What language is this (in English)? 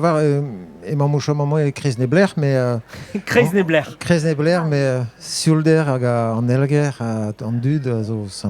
Breton